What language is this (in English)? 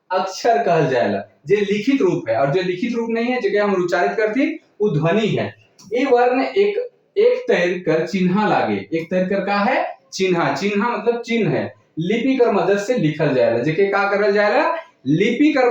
Sadri